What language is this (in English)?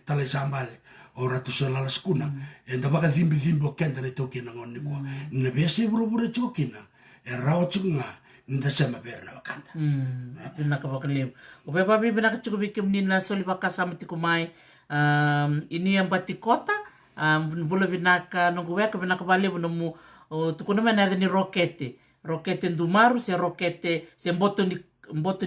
Fijian